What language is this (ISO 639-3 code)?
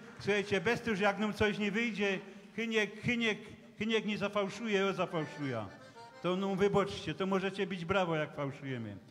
szl